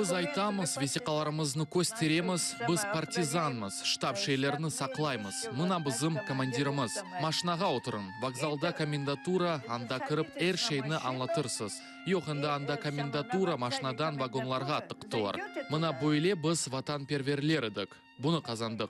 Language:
Crimean Tatar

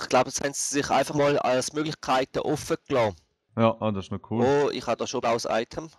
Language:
Swiss German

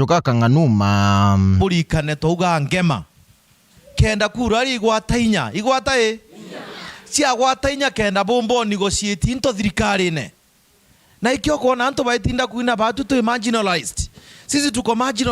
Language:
Meru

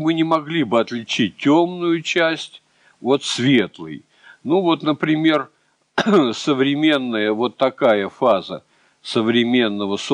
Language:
Russian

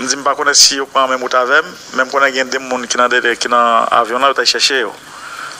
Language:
Haitian Creole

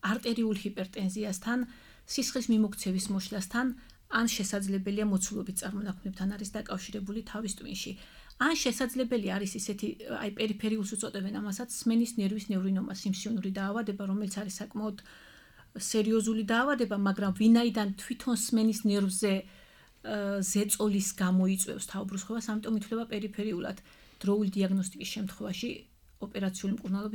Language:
Georgian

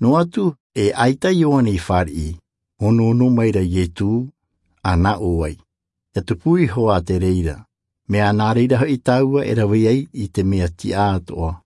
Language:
Tahitian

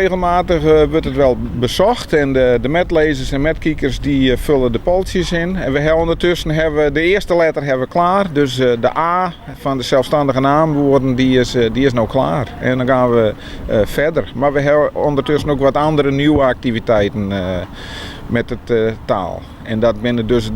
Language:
Western Frisian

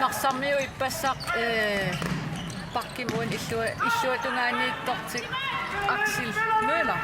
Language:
Kalaallisut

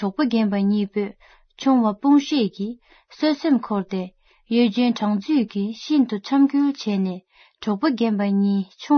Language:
Tibetan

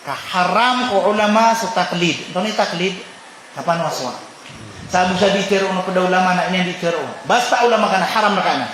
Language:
Maranao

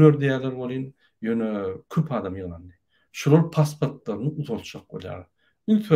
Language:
Turkmen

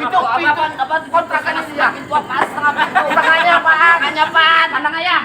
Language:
Betawi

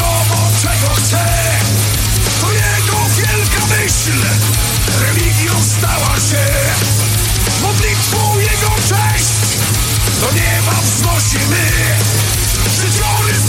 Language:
Polish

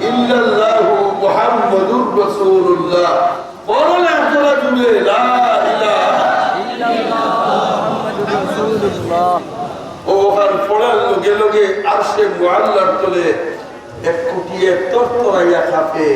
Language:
Sylheti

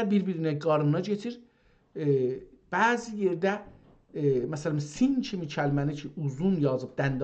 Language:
South Azerbaijani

